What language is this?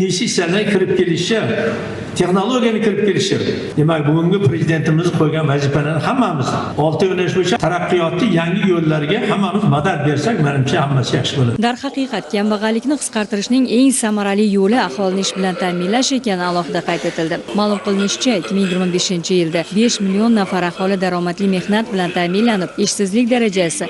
Uzbek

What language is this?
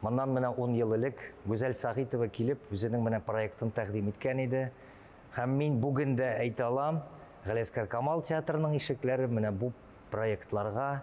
Tatar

